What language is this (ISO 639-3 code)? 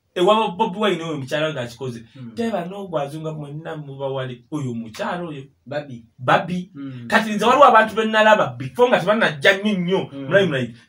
lug